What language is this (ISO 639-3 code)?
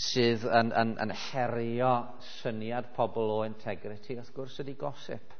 cym